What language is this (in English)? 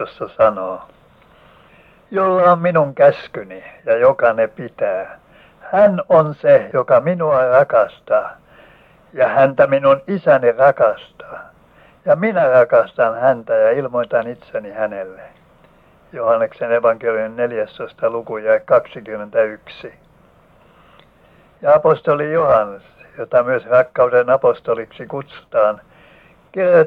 Finnish